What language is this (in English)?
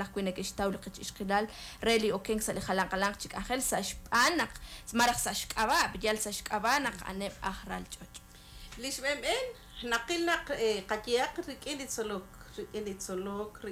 Kekchí